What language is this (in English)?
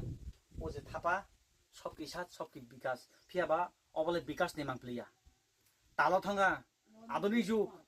Kok Borok